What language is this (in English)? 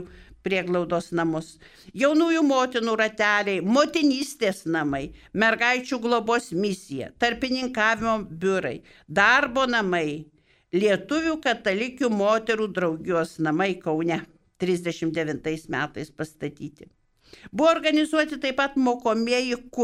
Lithuanian